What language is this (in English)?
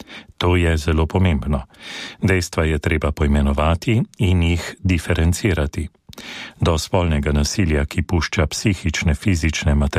Slovenian